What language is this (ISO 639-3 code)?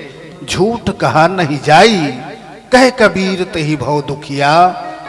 hne